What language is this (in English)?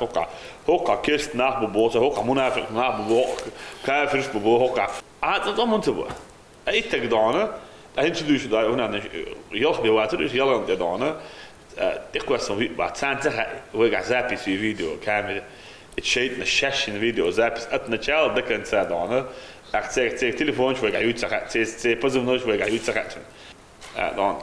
Chechen